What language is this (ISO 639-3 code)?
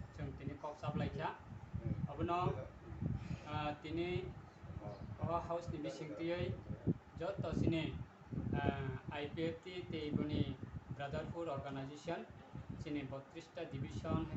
trp